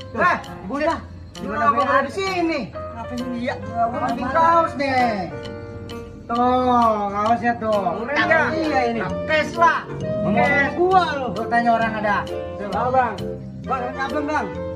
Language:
Betawi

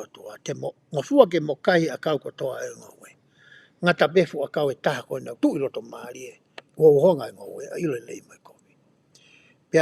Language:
Tongan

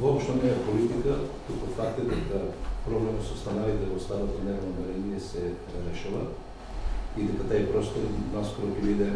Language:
Macedonian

